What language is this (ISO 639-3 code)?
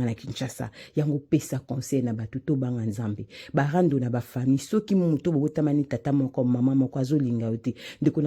lin